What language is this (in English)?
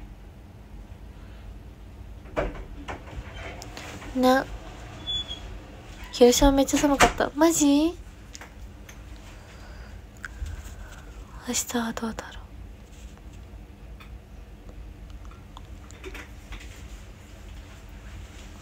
Japanese